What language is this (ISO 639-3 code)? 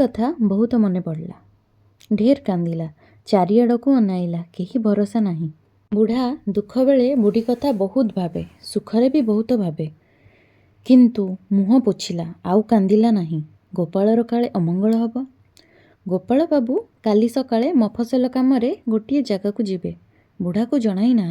ori